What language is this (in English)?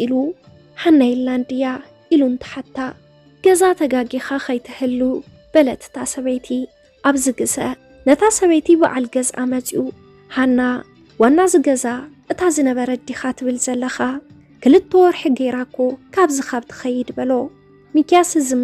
Tigrinya